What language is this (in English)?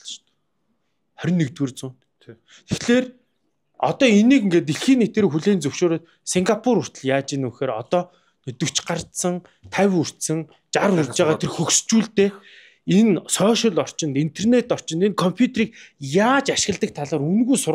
Mongolian